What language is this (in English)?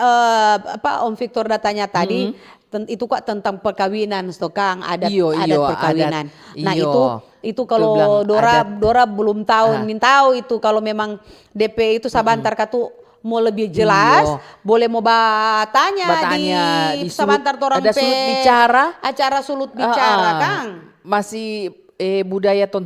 Manado Malay